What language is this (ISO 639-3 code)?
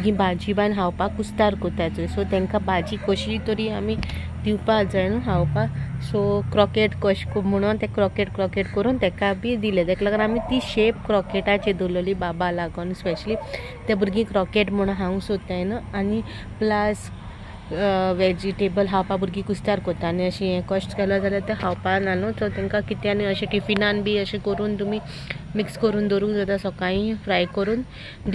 kok